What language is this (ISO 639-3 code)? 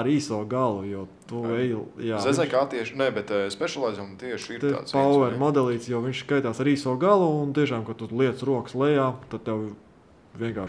lav